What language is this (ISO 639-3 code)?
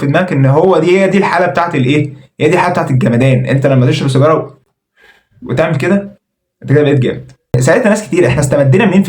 arz